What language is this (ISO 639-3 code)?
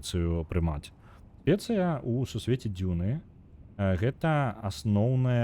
bel